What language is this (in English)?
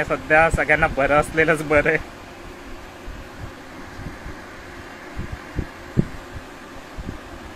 Marathi